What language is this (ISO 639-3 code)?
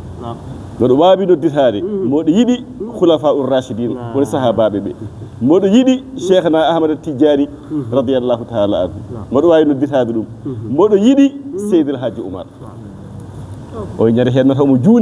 ful